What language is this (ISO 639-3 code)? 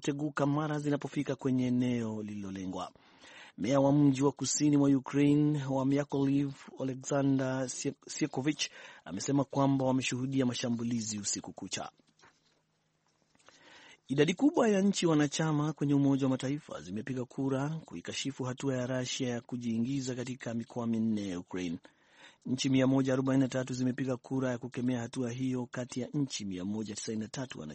swa